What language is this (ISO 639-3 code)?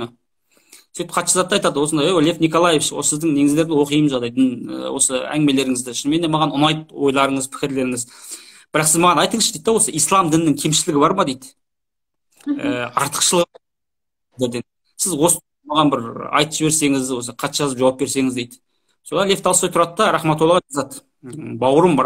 kaz